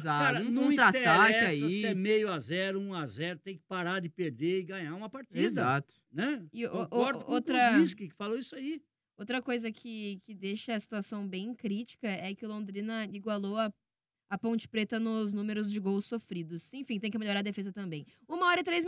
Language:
Portuguese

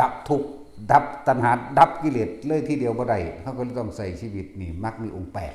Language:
Lao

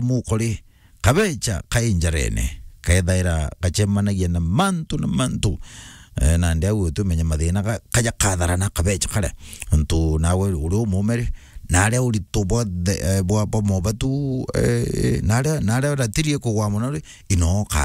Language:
Meru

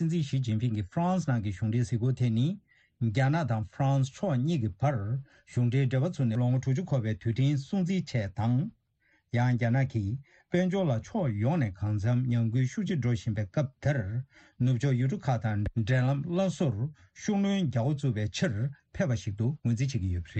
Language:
Tibetan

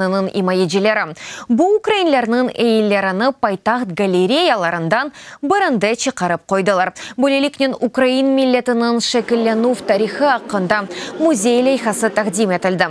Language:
Crimean Tatar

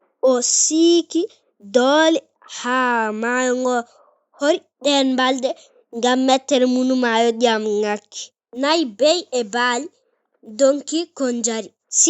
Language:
Fula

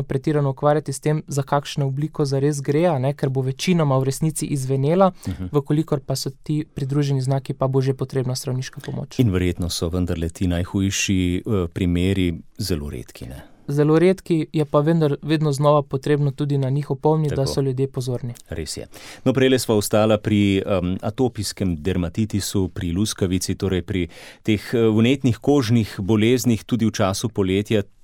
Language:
Slovenian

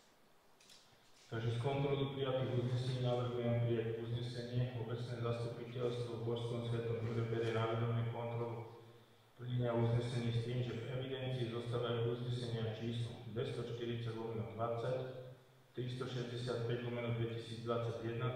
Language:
Slovak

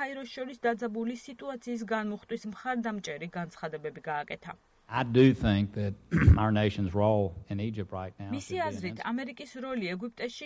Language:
Georgian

